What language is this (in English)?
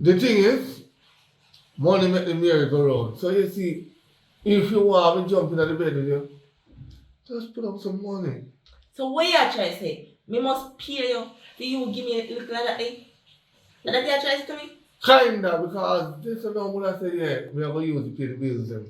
Jamaican Creole English